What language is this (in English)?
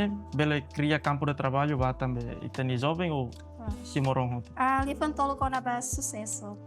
Tetum